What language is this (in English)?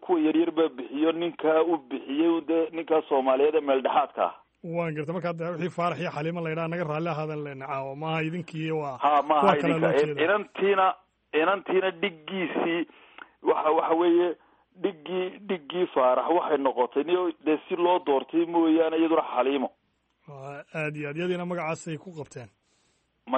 Somali